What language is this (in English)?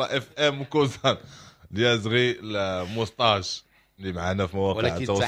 Moroccan Arabic